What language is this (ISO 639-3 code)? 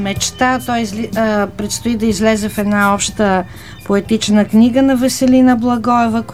bul